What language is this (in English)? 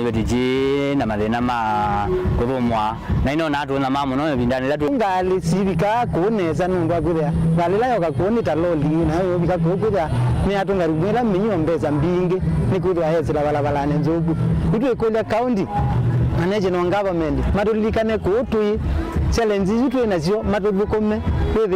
Kamba